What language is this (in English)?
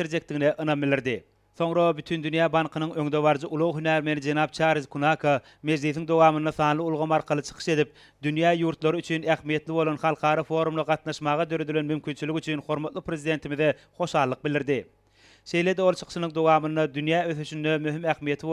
Turkmen